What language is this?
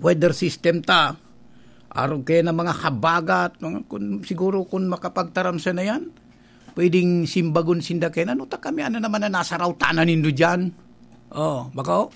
Bikol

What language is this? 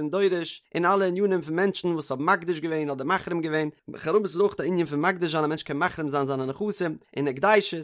Yiddish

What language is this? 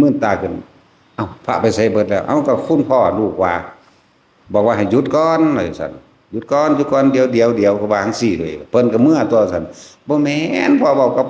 Northeastern Thai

